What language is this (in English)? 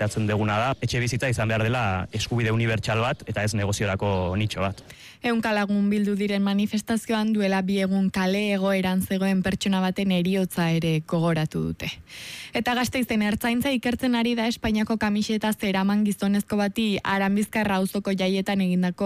Basque